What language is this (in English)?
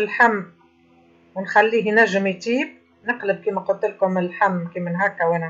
Tunisian Arabic